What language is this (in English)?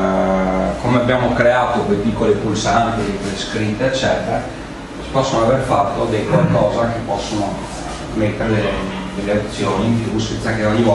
Italian